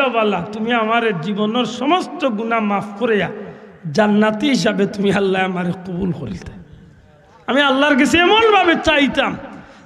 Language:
Sylheti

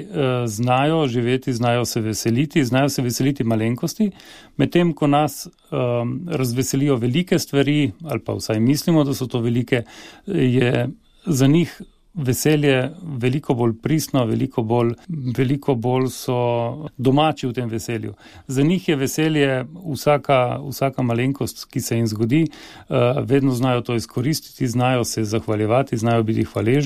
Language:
Slovenian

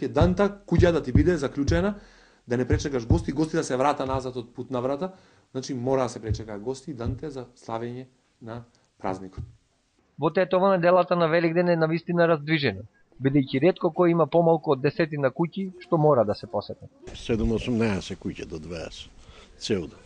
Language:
Macedonian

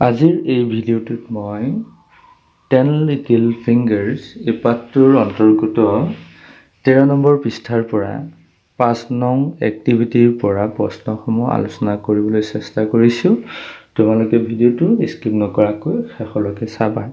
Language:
Assamese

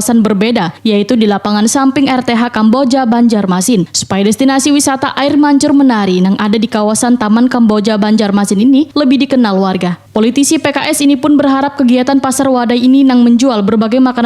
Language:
Banjar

